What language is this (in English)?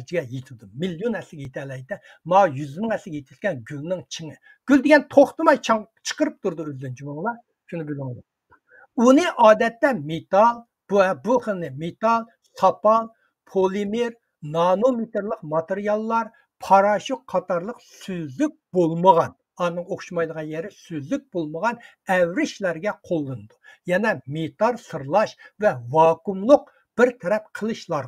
Uyghur